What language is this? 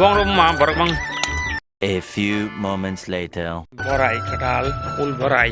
Kok Borok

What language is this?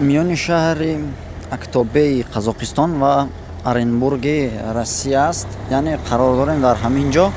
Tajik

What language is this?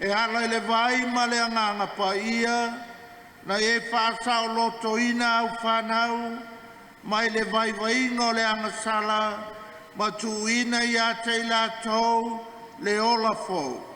Samoan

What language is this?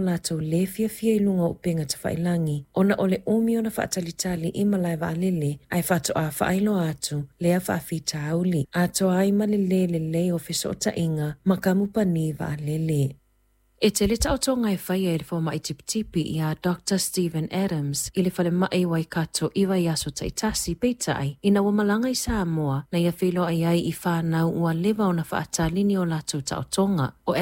Samoan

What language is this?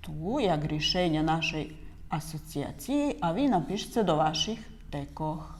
Rusyn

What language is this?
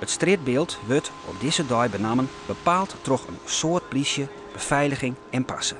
Western Frisian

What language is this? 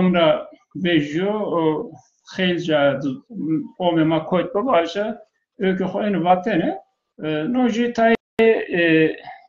Zaza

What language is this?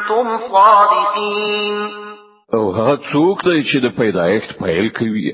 Pashto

